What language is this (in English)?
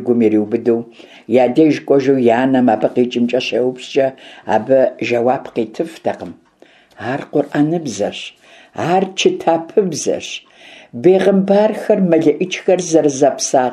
Kabardian